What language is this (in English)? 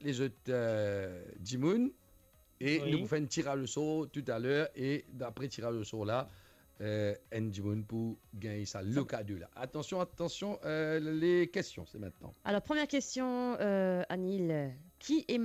Morisyen